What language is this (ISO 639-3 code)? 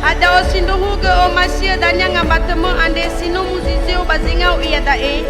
nia